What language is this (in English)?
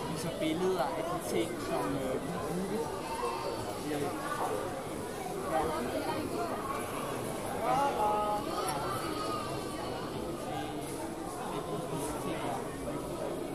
Danish